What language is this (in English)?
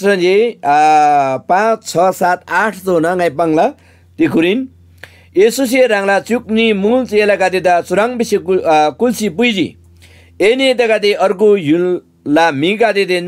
Eastern Tamang